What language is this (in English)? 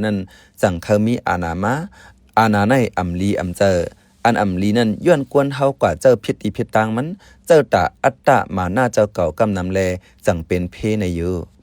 Shan